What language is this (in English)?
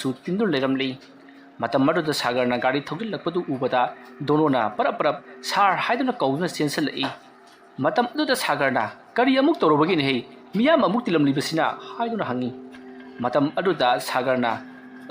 Manipuri